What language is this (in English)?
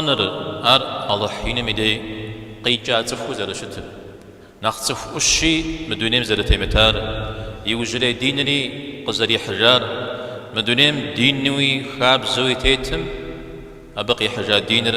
Kabardian